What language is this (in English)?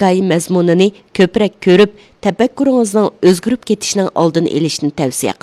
Uyghur